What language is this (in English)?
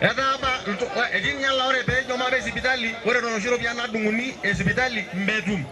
Masai